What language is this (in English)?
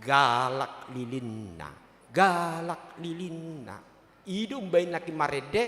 Batak Toba